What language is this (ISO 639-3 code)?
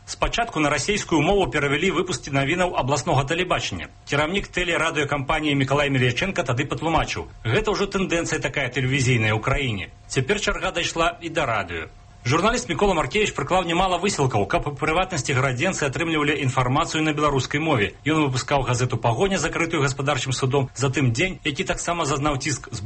bel